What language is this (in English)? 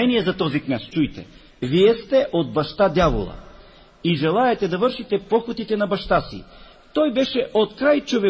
Bulgarian